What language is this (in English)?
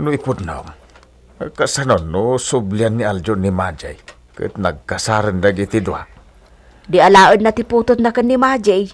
Iloko